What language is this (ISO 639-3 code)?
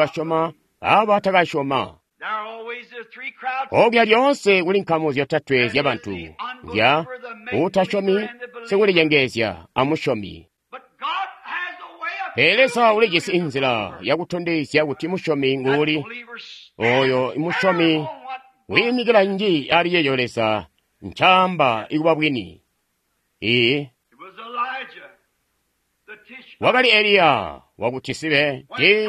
toi